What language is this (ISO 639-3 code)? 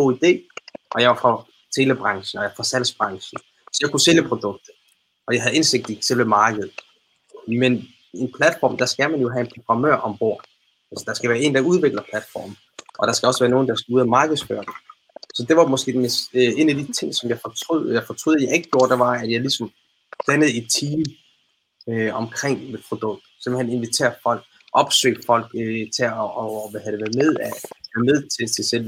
dan